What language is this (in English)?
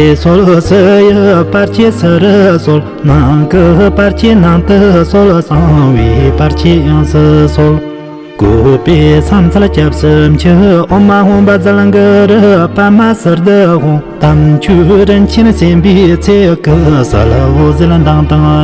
Tibetan